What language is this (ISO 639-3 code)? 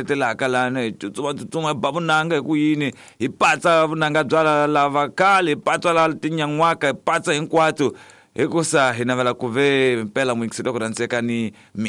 tso